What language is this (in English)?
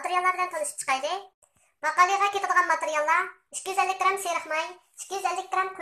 Uyghur